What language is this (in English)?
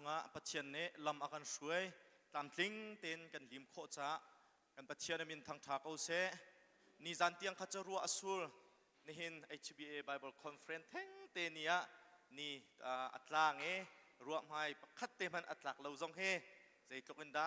Hakha Chin